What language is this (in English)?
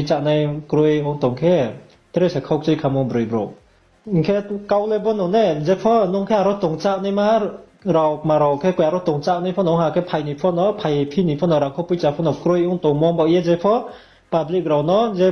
Riang (India)